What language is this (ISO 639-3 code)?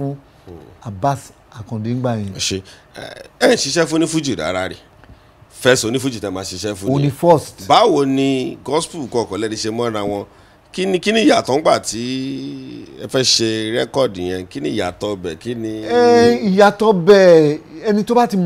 yor